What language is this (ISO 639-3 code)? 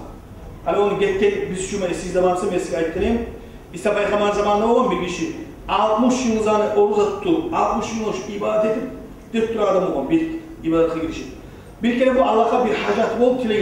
kum